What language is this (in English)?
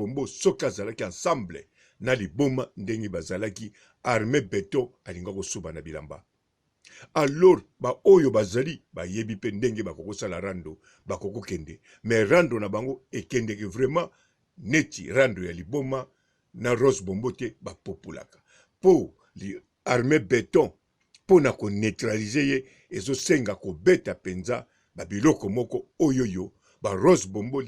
Lingala